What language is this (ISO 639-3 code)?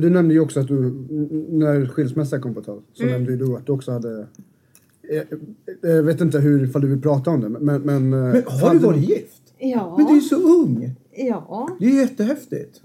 swe